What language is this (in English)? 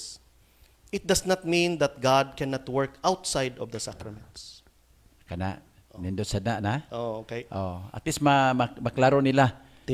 Cebuano